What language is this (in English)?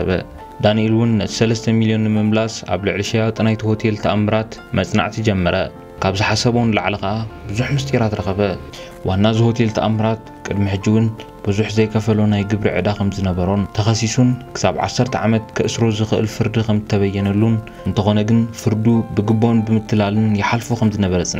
Tigrinya